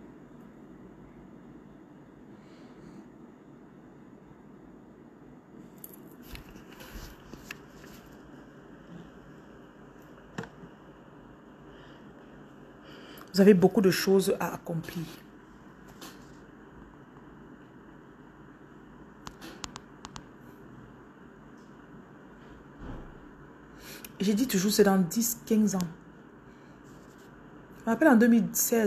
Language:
French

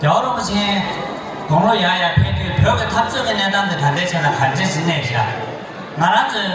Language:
Tibetan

